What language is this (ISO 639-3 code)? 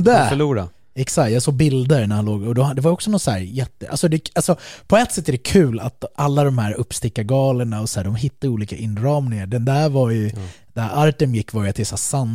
swe